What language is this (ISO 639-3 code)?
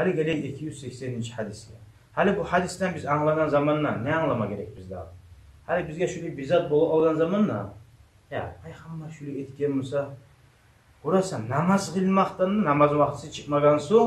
kum